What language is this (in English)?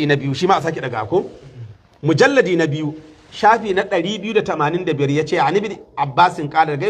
Hausa